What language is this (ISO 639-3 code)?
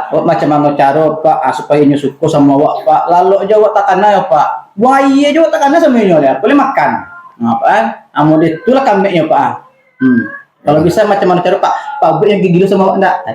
min